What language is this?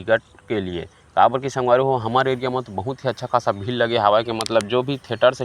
Chhattisgarhi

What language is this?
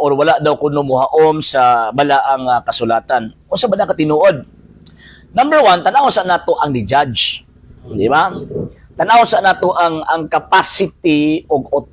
Cebuano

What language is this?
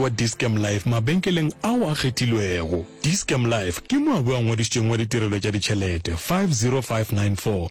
Northern Sotho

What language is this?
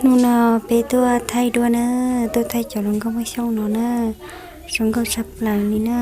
Hmong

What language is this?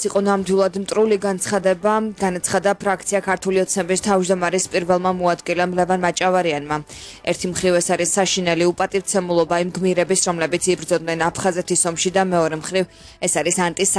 Georgian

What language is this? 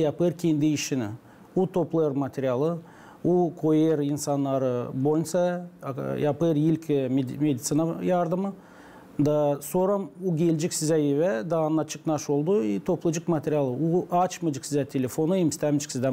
Gagauz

